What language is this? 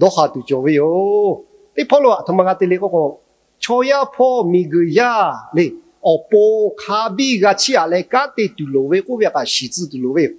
Lahu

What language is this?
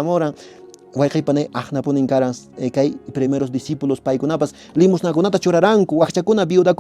Quechua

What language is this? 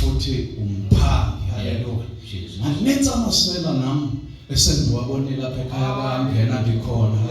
Zulu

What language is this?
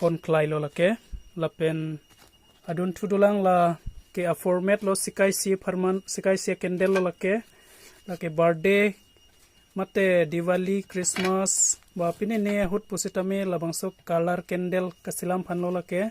Karbi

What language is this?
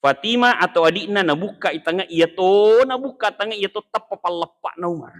Buginese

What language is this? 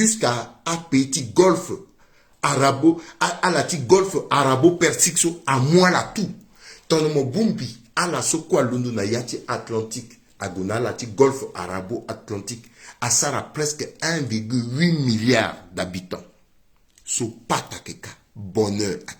Sango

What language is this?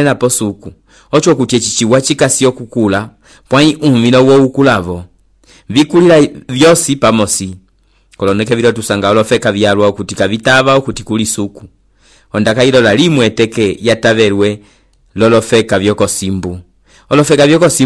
Umbundu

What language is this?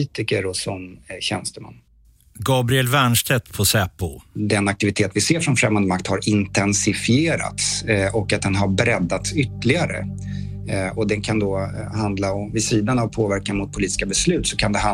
Swedish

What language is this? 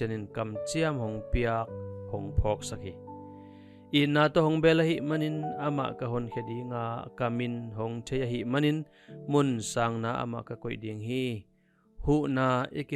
Tedim Chin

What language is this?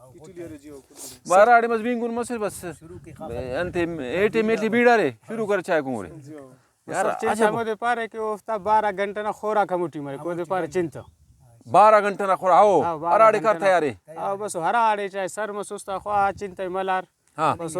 Brahui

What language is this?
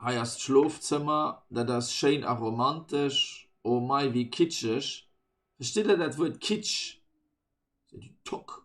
Luxembourgish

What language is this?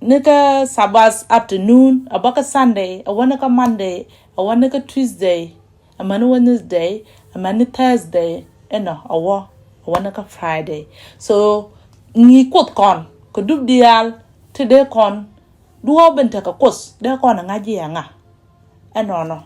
Nuer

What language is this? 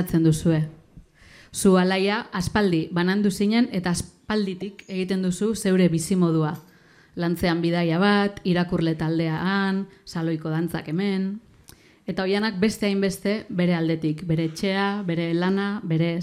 Basque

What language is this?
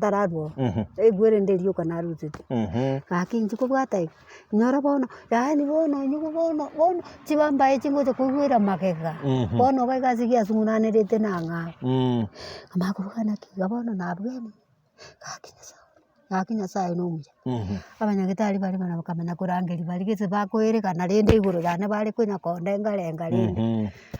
Gusii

